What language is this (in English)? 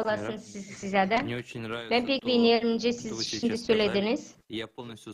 Gagauz